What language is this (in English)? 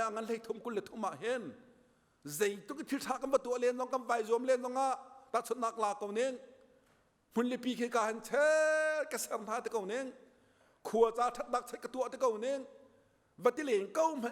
Hakha Chin